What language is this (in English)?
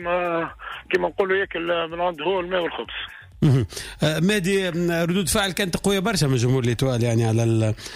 Tunisian Arabic